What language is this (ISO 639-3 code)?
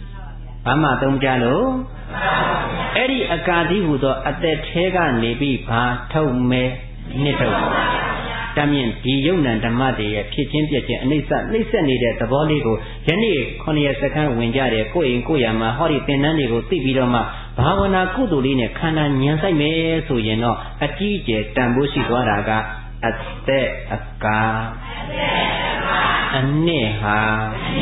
mya